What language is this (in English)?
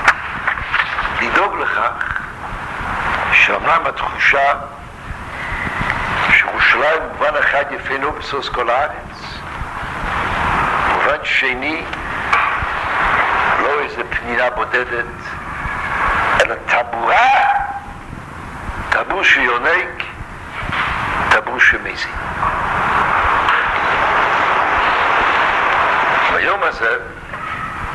Hebrew